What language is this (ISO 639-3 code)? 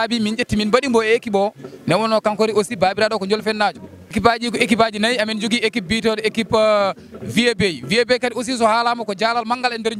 ful